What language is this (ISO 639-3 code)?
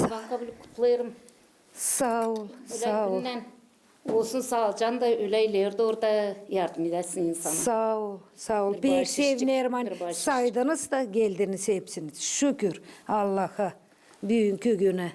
gag